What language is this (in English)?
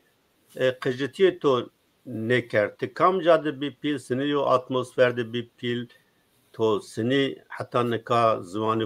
Zaza